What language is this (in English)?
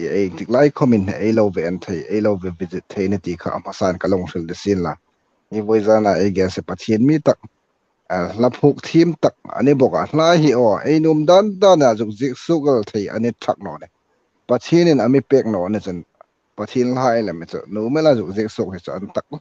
Hmar